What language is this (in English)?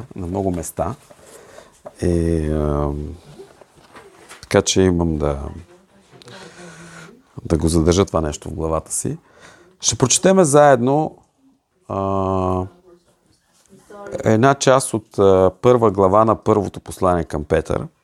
Bulgarian